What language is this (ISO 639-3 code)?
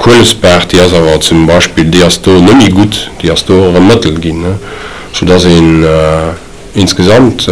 ltz